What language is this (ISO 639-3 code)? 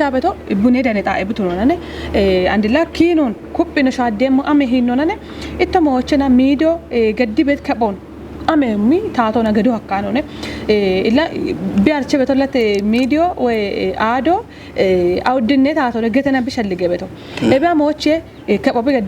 kbr